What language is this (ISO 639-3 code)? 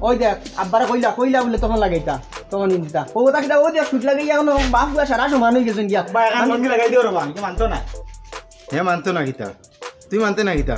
syl